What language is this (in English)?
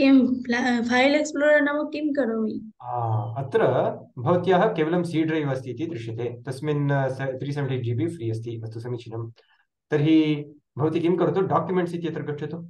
Sanskrit